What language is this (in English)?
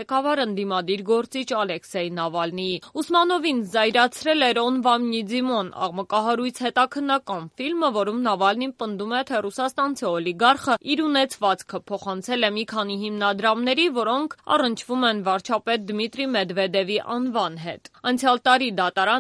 Armenian